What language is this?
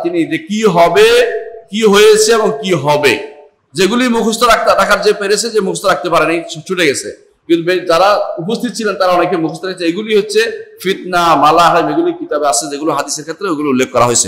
Bangla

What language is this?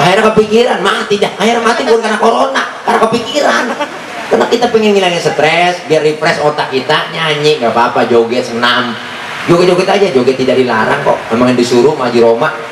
Betawi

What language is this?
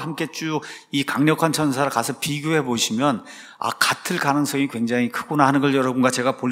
Korean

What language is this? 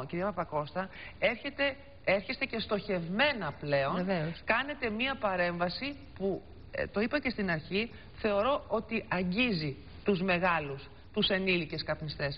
Greek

